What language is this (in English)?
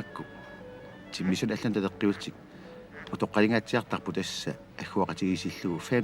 Kalaallisut